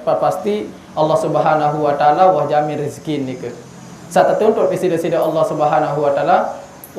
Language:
Sasak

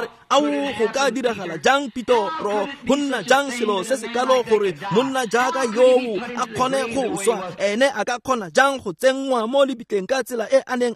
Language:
Tswana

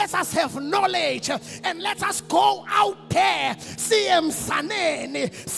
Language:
Zulu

